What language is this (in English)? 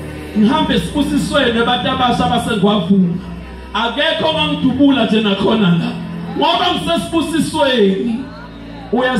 Zulu